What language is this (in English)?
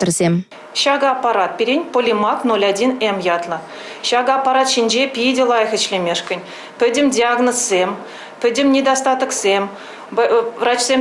Chuvash